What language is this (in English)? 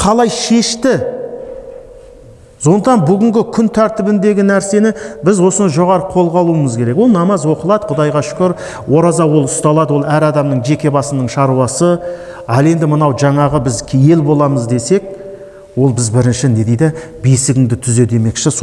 Kazakh